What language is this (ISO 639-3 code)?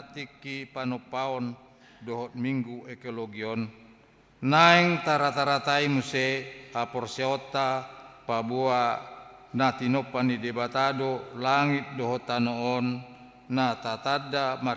bbc